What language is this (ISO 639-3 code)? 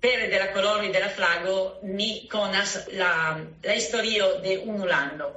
epo